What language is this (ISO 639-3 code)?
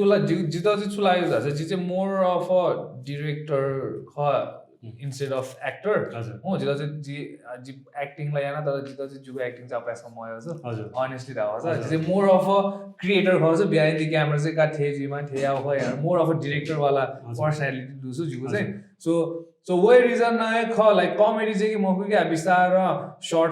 new